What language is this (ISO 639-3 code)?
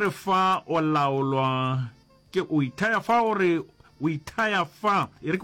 nso